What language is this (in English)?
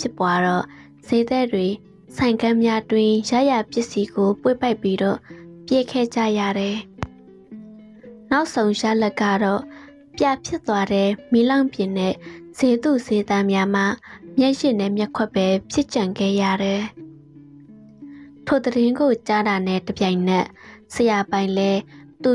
Burmese